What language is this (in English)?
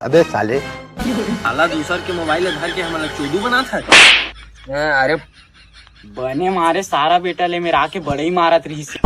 Chhattisgarhi